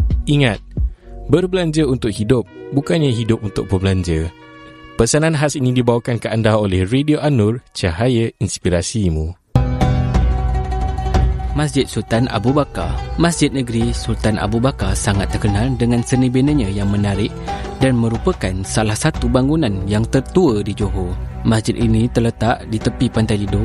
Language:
Malay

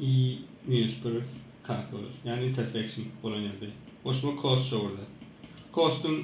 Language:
Turkmen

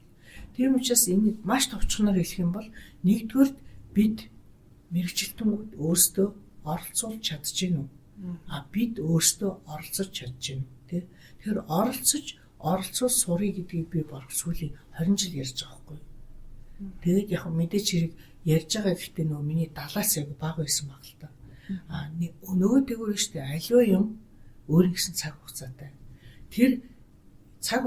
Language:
Mongolian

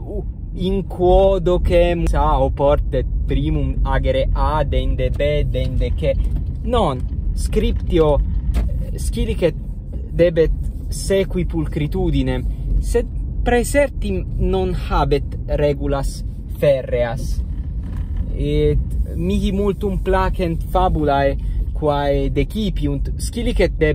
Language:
Latin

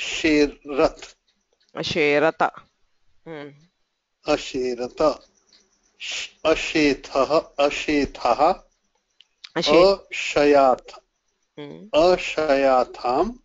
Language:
Sanskrit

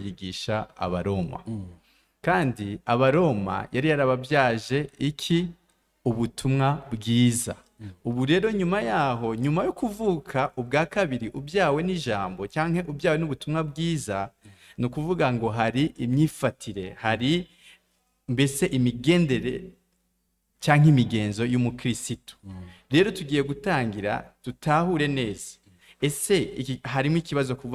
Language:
Rundi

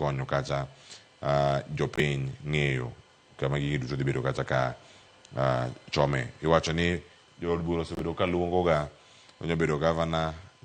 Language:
Luo (Kenya and Tanzania)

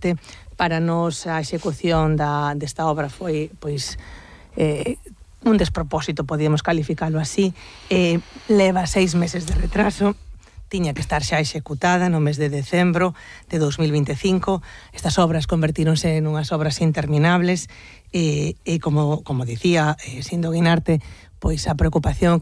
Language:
Galician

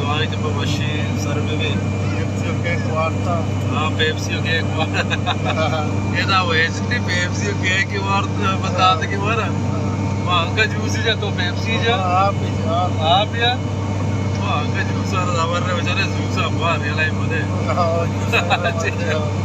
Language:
Baluchi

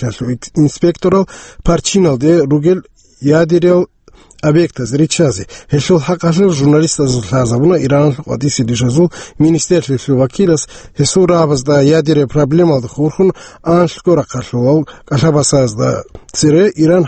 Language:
Avaric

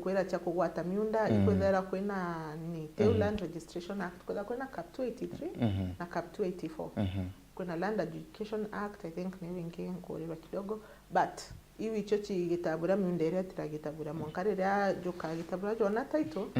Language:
Meru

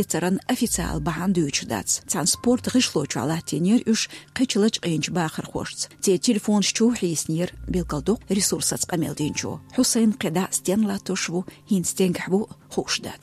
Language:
Chechen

